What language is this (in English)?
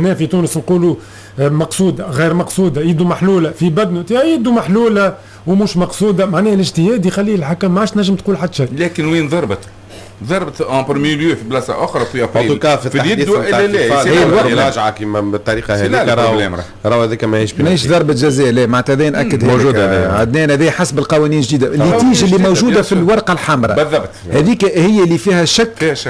Tunisian Arabic